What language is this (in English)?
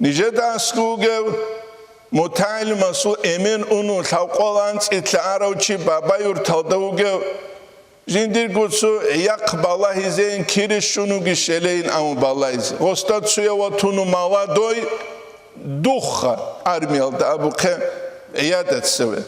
Avaric